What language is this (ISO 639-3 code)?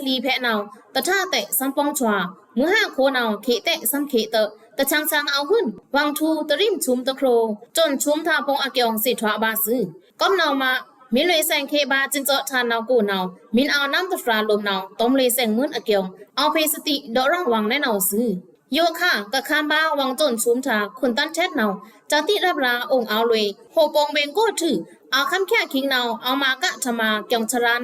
blk